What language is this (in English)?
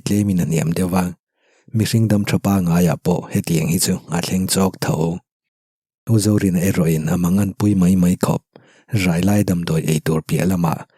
Mizo